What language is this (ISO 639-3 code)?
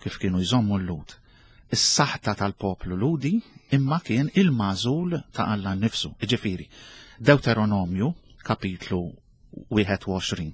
mlt